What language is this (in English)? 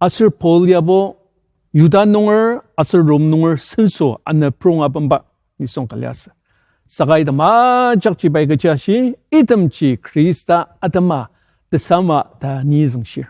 Ao Naga